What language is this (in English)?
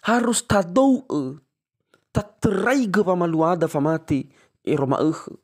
Nias